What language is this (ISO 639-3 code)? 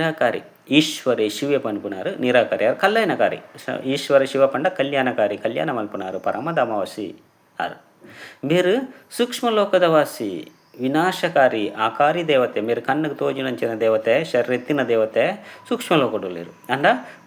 tcy